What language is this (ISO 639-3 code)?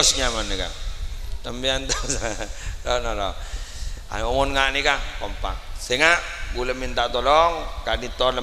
mad